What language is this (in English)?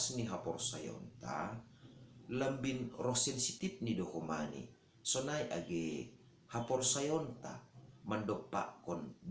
Batak Simalungun